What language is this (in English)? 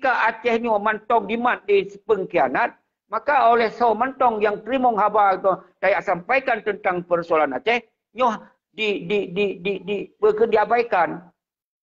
Achinese